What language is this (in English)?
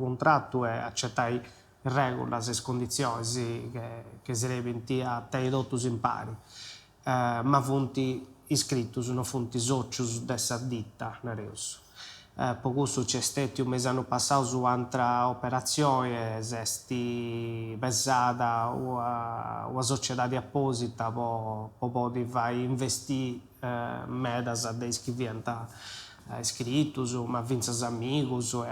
Sardinian